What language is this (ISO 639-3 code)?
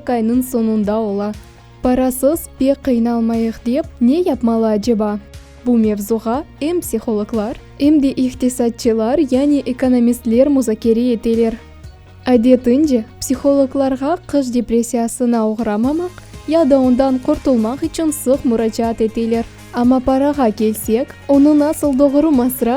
crh